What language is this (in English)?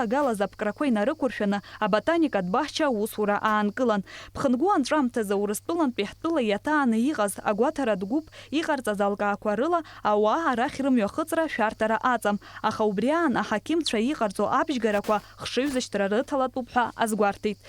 Abkhazian